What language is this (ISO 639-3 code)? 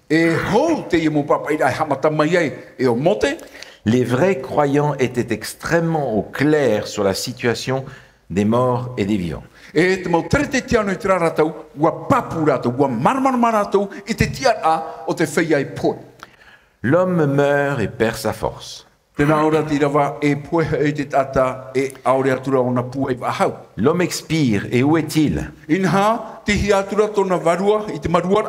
tah